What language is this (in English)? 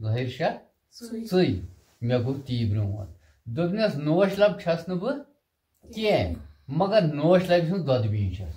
Kashmiri